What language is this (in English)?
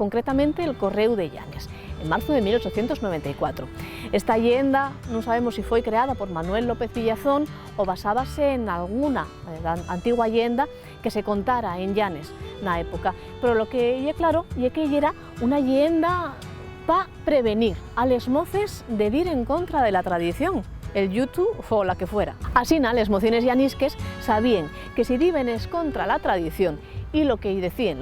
Asturian